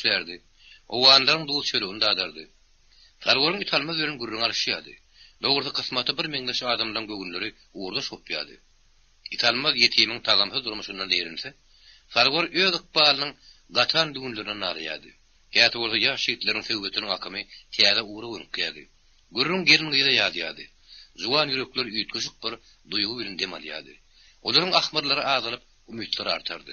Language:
Turkmen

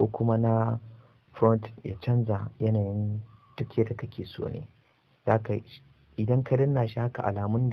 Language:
Hausa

